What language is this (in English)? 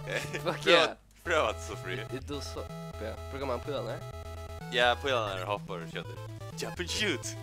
Faroese